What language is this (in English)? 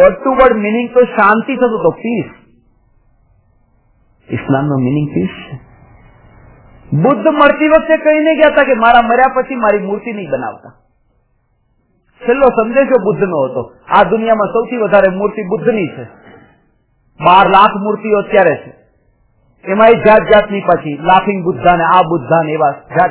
Gujarati